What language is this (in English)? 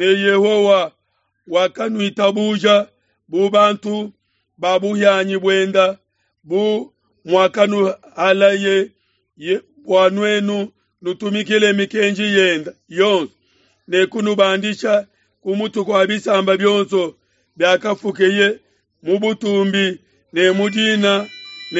Luba-Lulua